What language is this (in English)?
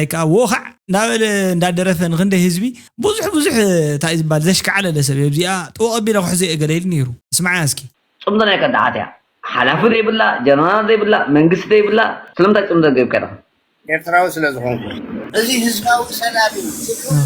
Tigrinya